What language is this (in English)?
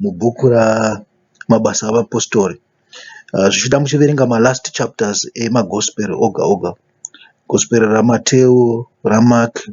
Shona